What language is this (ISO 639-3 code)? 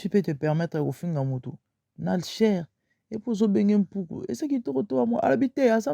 lin